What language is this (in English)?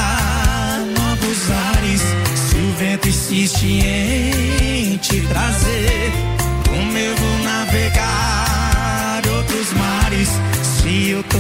Portuguese